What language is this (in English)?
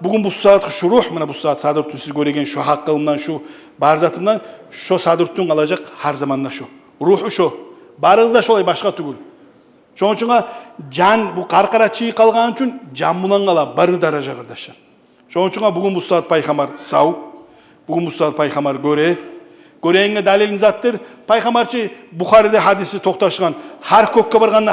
Kumyk